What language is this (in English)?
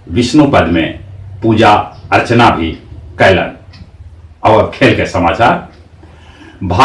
Magahi